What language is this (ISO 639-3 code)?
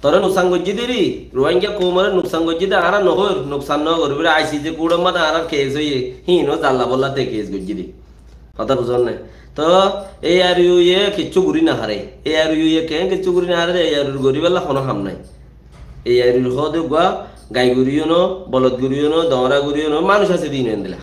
rhg